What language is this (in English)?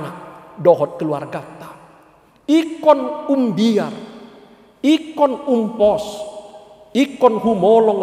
Batak Toba